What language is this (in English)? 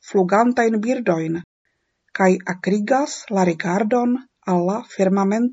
Esperanto